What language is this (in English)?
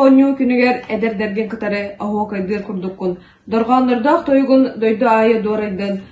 Yakut